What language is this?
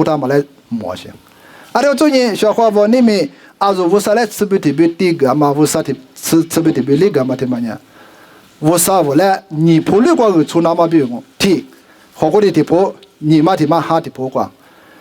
Lisu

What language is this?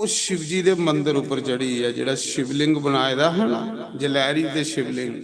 Dogri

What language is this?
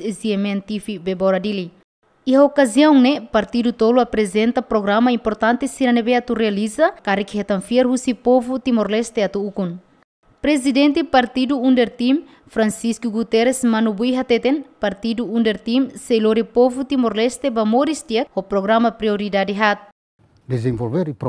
Tetum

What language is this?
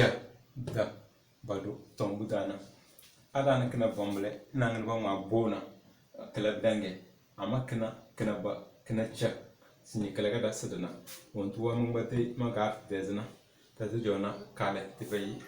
Tem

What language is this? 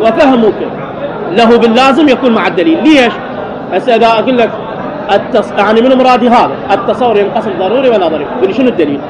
Mesopotamian Arabic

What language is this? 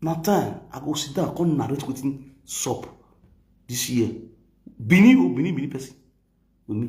Nigerian Pidgin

